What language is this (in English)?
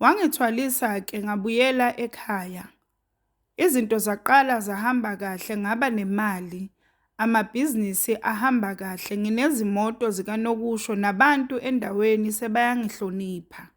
Zulu